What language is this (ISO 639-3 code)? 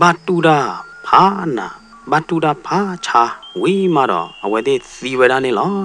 ksw